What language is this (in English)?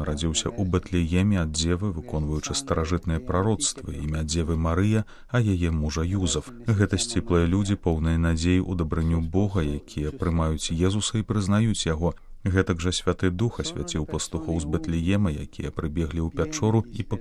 Belarusian